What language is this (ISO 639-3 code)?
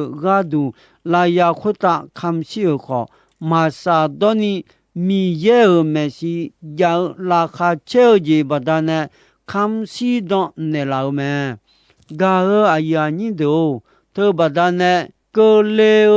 ahk